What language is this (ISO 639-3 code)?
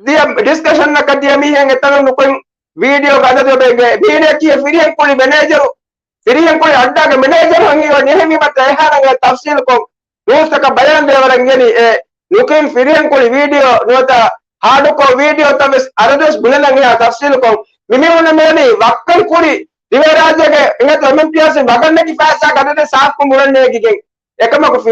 div